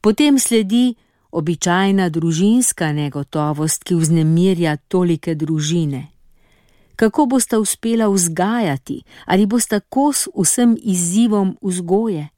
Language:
Slovenian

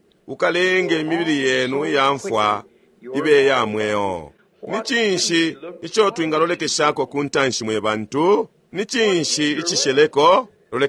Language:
Bemba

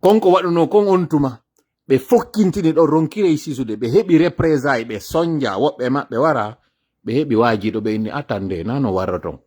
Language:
Fula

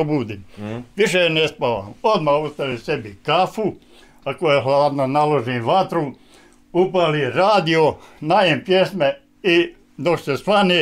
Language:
Bosnian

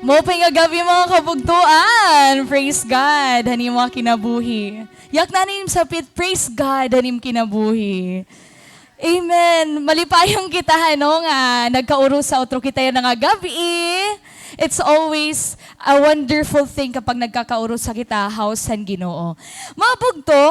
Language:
Waray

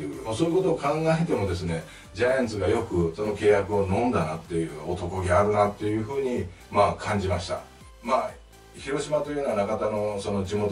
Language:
Japanese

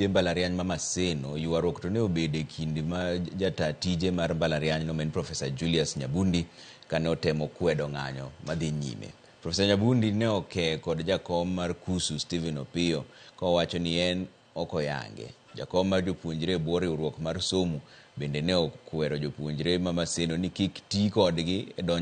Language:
Luo (Kenya and Tanzania)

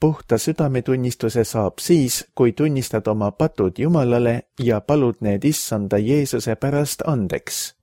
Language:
Estonian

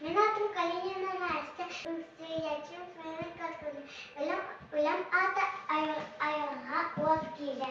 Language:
Yakut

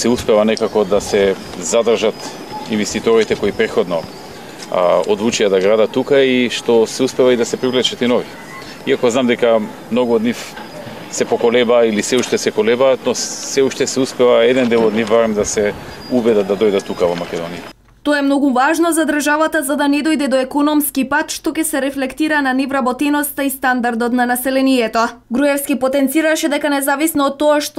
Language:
Macedonian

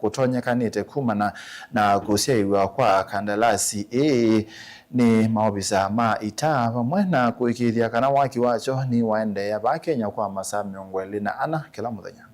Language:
Kamba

